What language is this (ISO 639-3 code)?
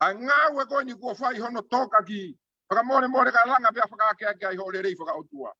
ton